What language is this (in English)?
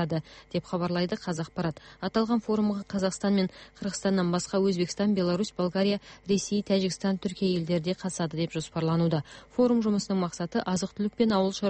Kazakh